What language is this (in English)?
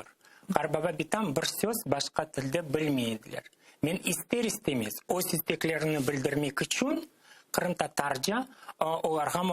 Crimean Tatar